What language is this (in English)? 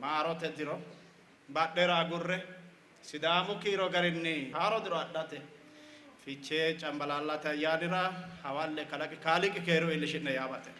Sidamo